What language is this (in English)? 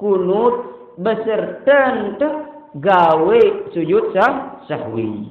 Sasak